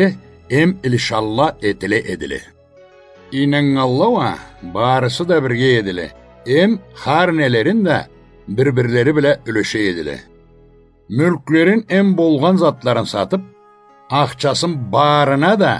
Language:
Karachay-Balkar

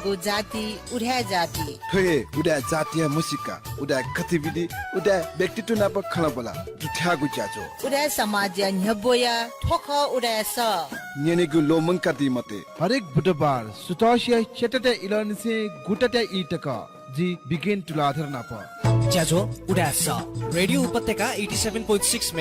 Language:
Newari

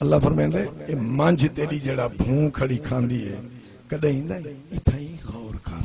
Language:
Saraiki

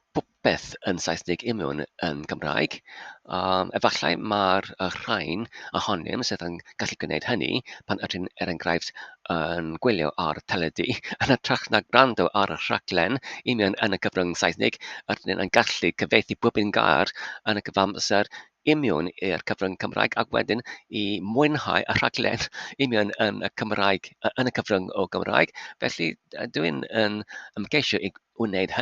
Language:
Welsh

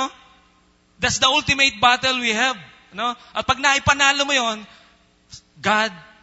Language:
Filipino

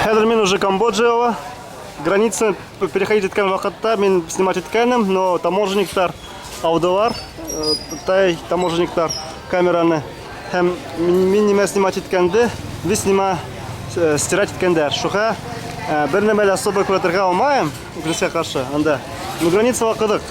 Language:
Bashkir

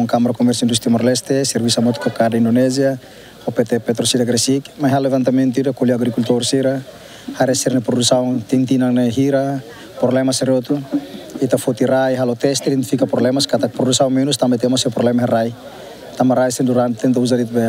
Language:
Tetum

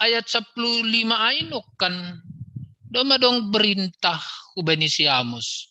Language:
Batak Simalungun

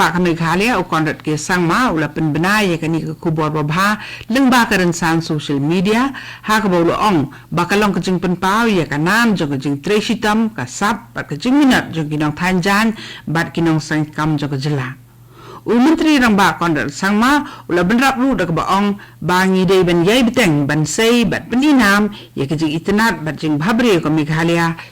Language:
Khasi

